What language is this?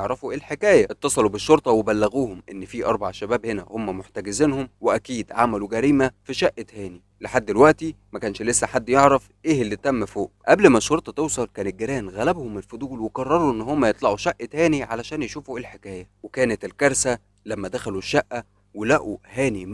Egyptian Arabic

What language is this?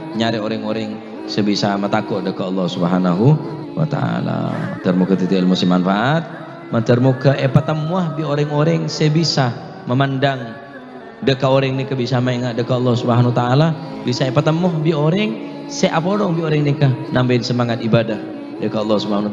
Madurese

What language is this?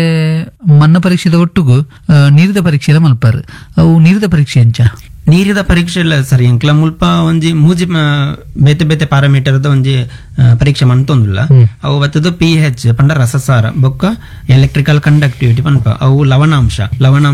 Tulu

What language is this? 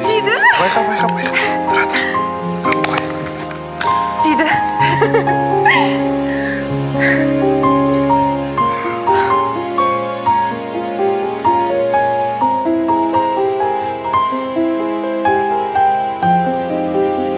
Kazakh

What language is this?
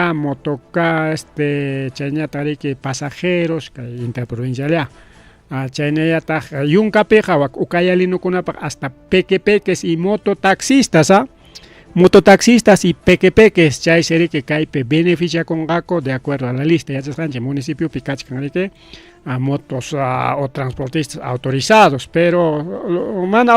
Ayacucho Quechua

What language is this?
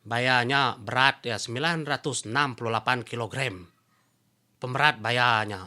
Iban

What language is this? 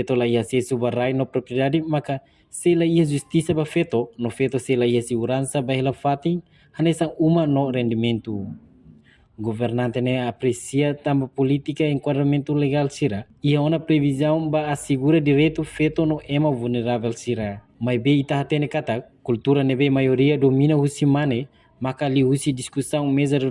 Tetum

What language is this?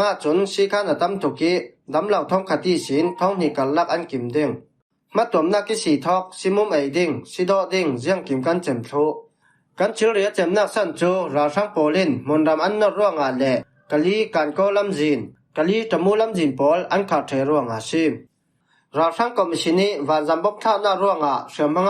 Falam Chin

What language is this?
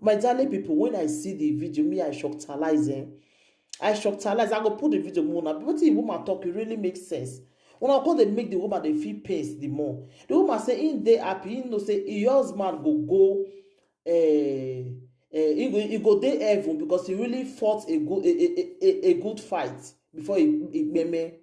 Nigerian Pidgin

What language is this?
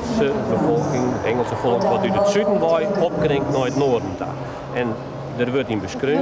Western Frisian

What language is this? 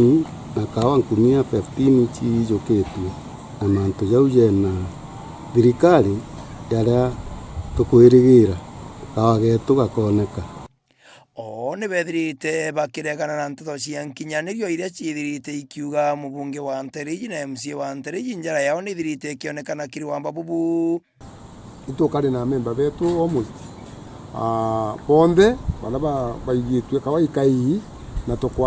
Meru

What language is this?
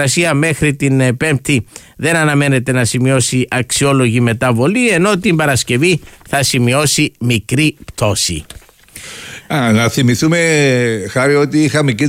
Greek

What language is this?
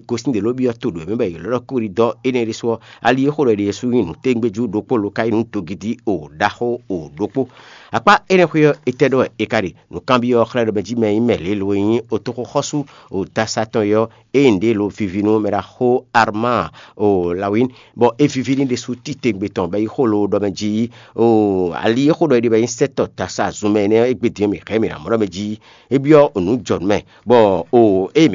Fon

